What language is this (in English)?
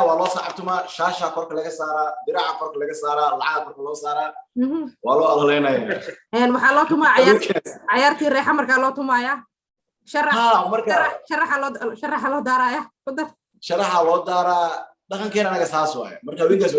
Somali